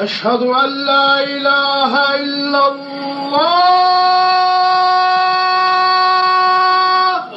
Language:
Zaza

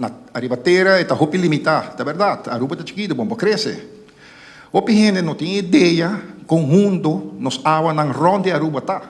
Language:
Papiamento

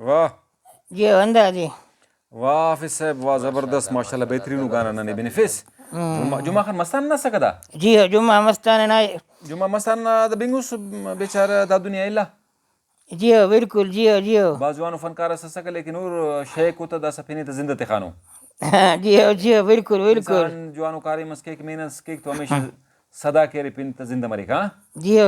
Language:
Brahui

